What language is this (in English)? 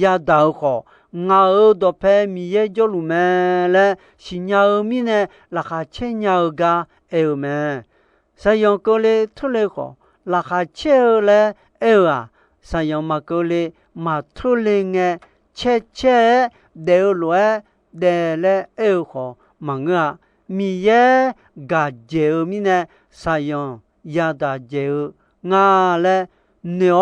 Akha